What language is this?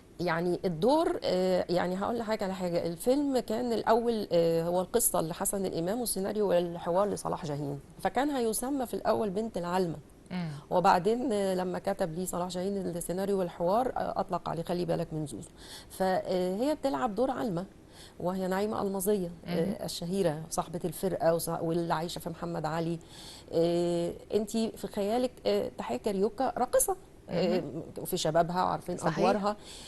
Egyptian Arabic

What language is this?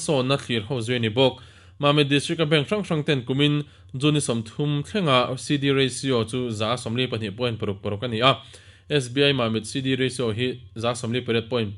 Mizo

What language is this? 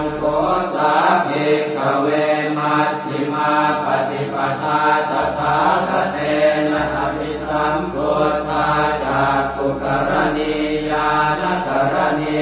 Pali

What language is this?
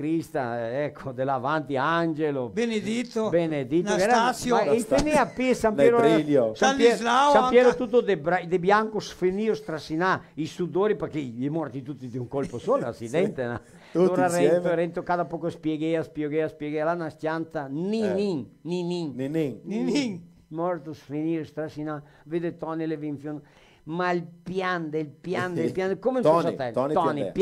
Venetian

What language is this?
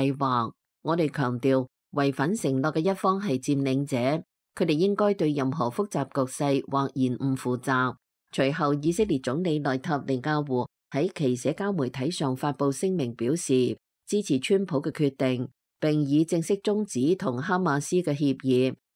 Cantonese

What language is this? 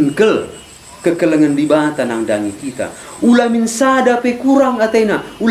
Batak Karo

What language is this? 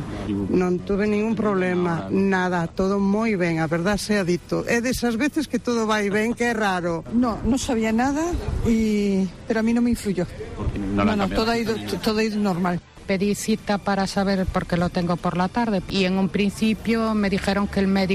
Galician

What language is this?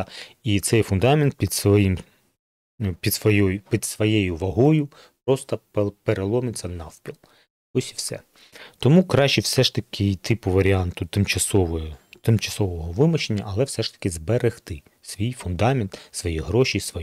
Ukrainian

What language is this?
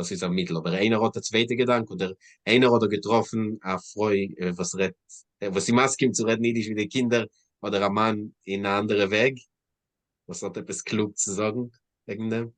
Yiddish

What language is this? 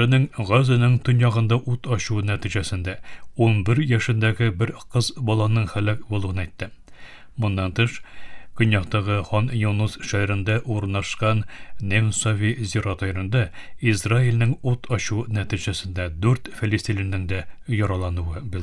Tatar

